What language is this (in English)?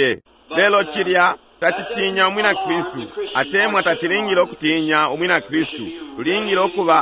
Bemba